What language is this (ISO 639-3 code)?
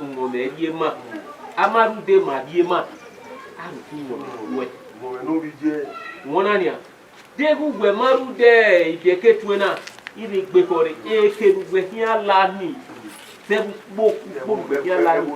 bin